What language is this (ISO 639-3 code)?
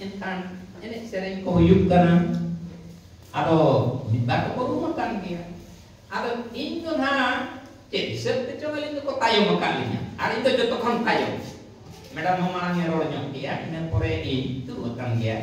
sat